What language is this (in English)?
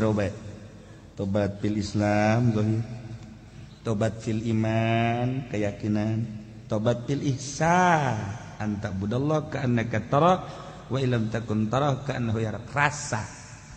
Sundanese